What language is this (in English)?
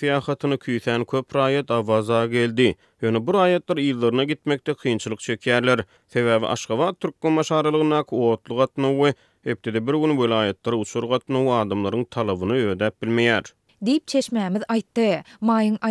Turkmen